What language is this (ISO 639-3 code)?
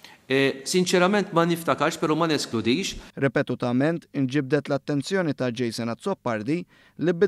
mlt